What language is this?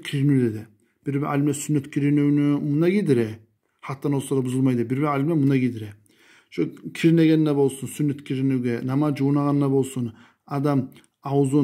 Kumyk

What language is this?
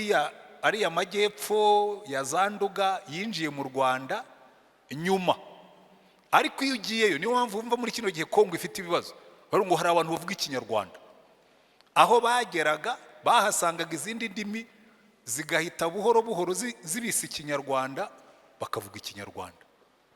Kinyarwanda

